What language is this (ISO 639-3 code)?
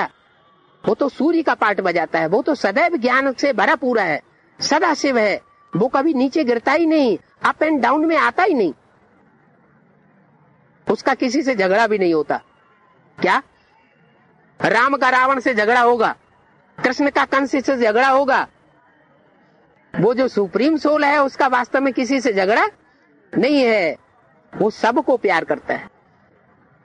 hin